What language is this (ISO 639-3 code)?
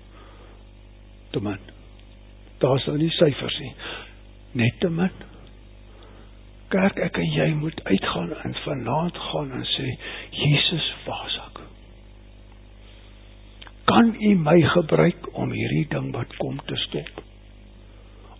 afr